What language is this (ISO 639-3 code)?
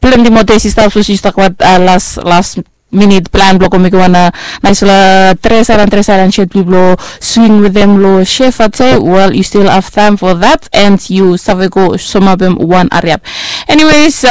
bis